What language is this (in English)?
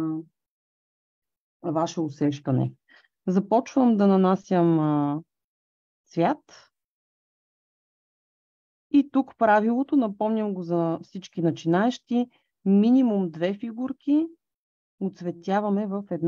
Bulgarian